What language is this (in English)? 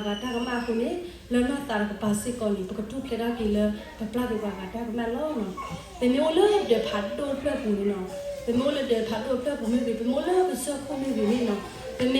S'gaw Karen